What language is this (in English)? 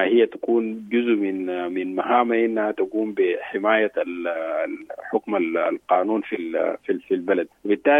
Sudanese Arabic